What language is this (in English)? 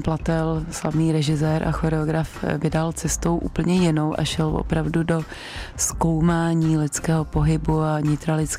Czech